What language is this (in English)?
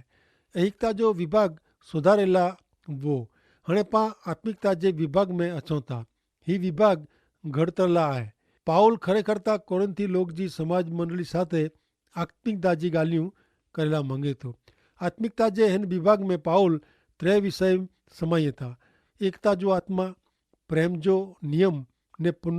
Kachhi